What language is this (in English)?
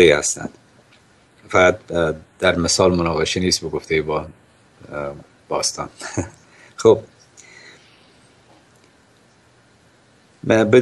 Persian